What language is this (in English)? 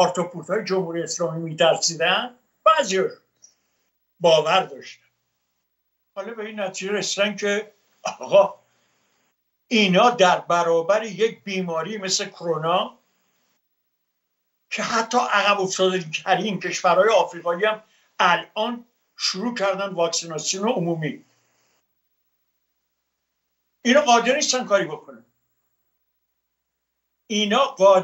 Persian